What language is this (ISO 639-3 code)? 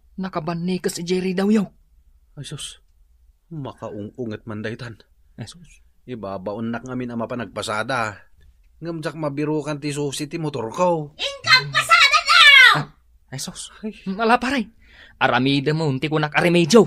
ilo